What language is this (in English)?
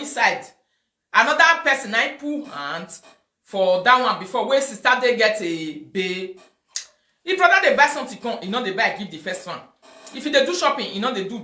Nigerian Pidgin